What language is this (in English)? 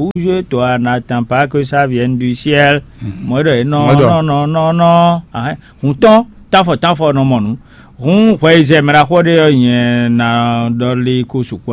Fon